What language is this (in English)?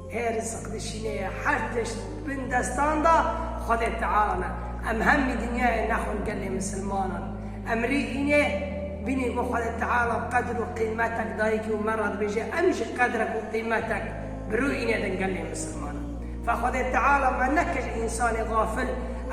Kurdish